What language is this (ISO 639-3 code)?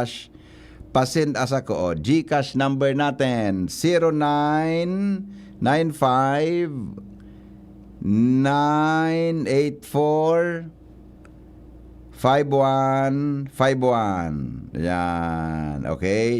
bik